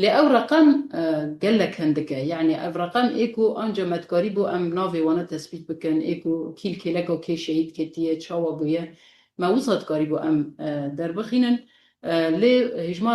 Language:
Kurdish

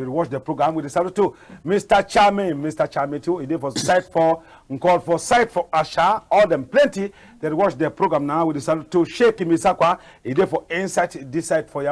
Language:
Cameroon Pidgin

